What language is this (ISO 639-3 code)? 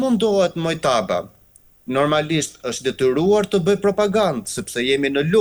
sqi